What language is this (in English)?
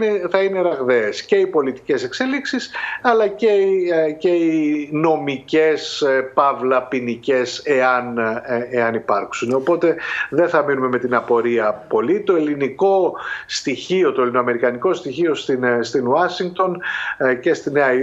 Greek